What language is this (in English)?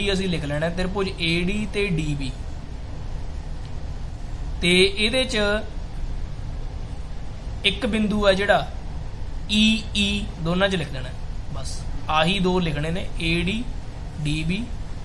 Punjabi